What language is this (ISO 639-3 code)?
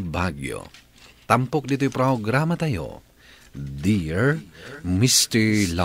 ilo